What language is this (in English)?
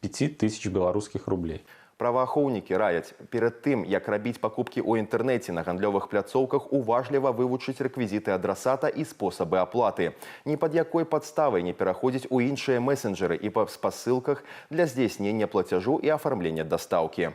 Belarusian